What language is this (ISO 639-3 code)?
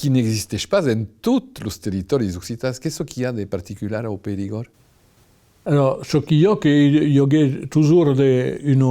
oci